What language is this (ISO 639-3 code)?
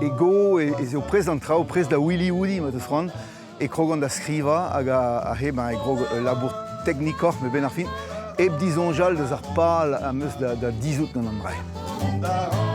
bre